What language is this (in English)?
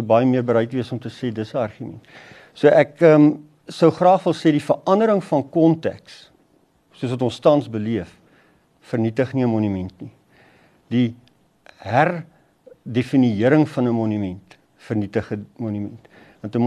Afrikaans